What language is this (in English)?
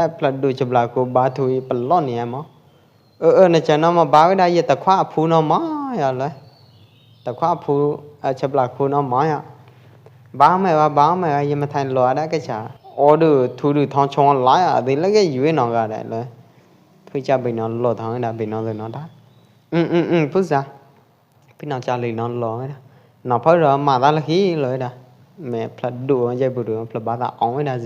Pwo Eastern Karen